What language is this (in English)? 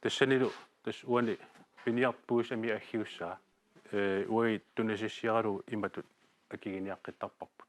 Kalaallisut